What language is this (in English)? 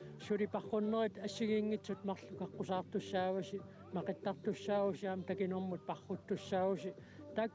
Kalaallisut